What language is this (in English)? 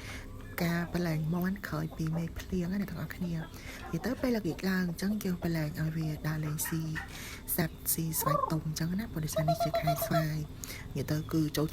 Khmer